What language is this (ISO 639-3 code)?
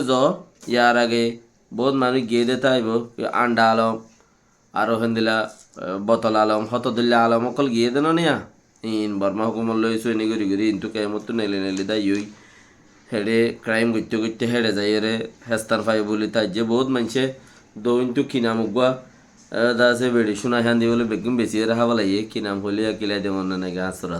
rhg